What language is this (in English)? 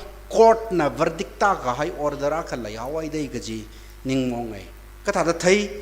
Tangkhul Naga (India)